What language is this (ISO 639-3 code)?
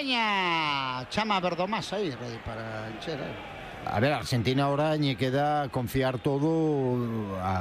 glg